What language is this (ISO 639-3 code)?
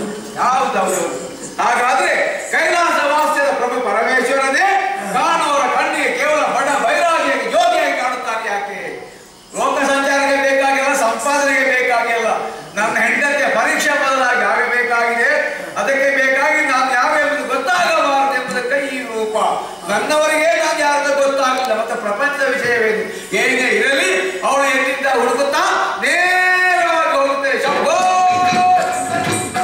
kan